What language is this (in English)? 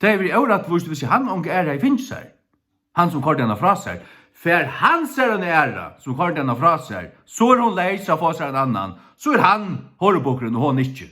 Faroese